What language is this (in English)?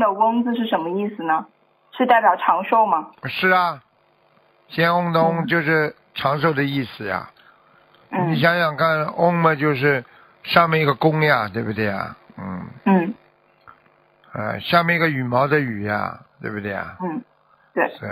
Chinese